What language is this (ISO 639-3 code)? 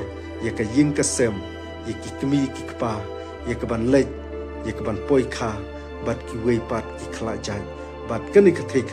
kha